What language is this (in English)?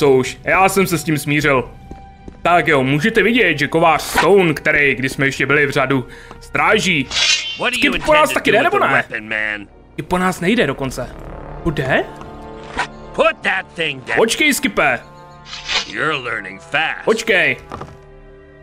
Czech